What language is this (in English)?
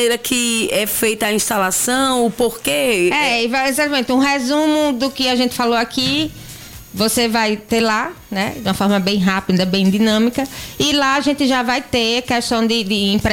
Portuguese